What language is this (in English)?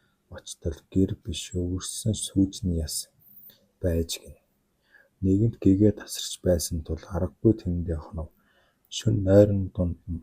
Mongolian